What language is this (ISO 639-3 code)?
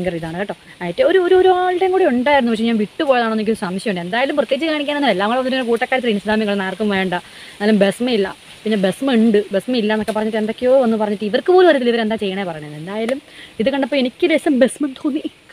mal